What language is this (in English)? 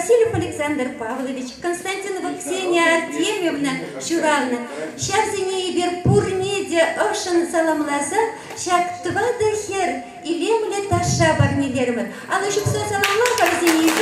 Chuvash